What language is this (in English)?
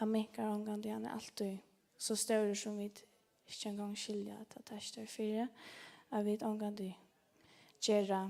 Faroese